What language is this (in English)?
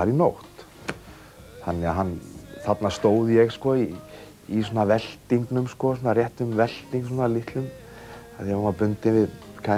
Icelandic